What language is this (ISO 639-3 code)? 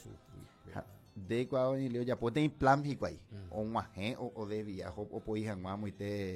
grn